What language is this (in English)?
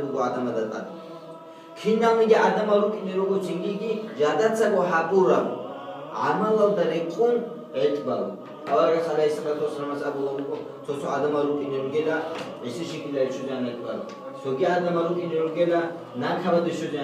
Avaric